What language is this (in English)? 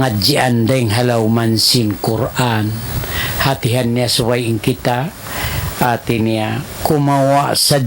Tausug